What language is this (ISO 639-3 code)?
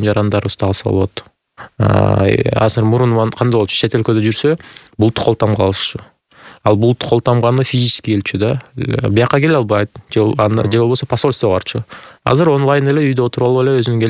kir